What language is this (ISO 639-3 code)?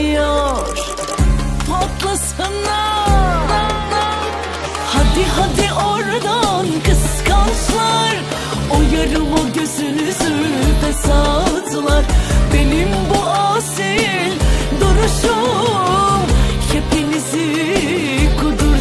tur